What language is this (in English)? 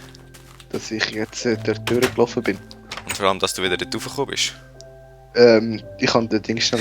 Swiss German